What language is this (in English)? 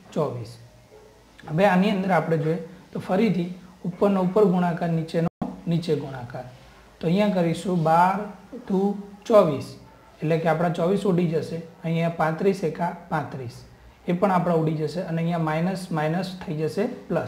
Gujarati